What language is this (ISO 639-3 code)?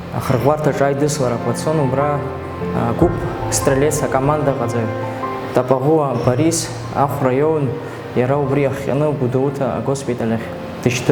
abk